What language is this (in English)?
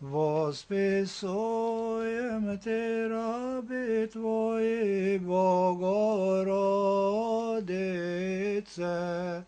Serbian